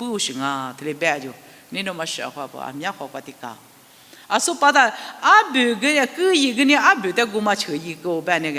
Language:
Lisu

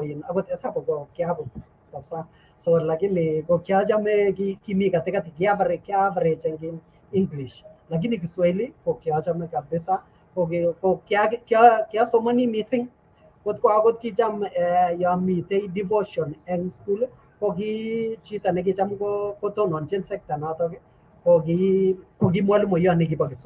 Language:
Kalenjin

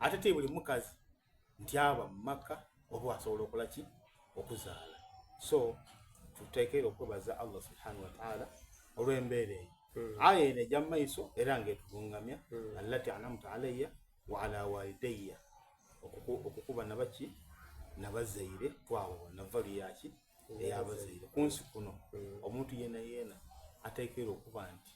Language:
Soga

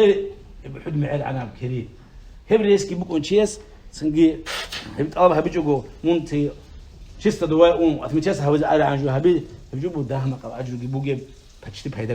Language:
Avaric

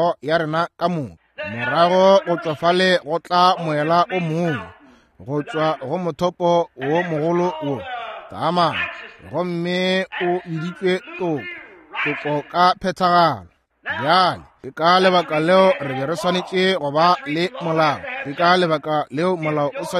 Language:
Northern Sotho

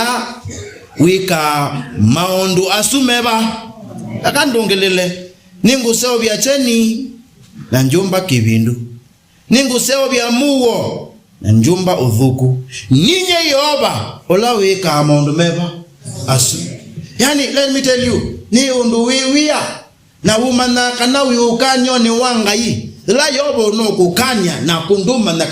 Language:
Kamba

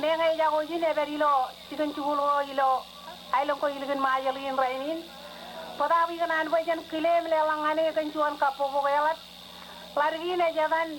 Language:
Marshallese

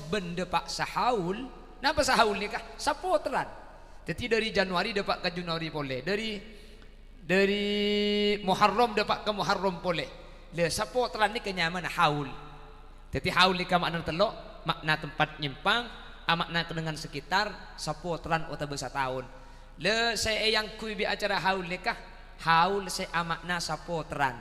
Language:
Madurese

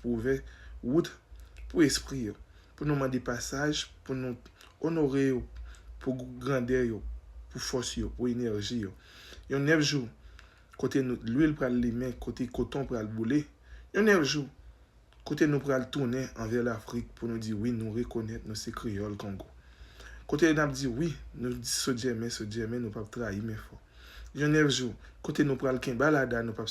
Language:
Haitian Creole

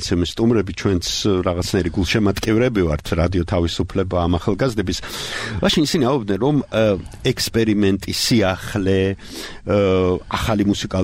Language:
Georgian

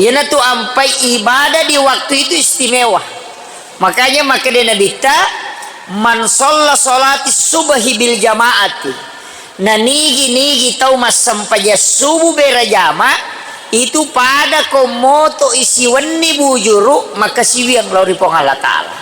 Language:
Buginese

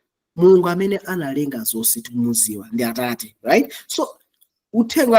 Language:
Nyanja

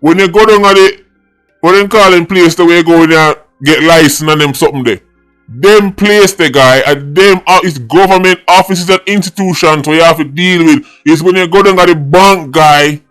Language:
Jamaican Creole English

